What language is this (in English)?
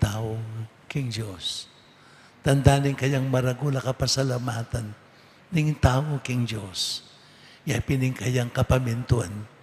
Pampanga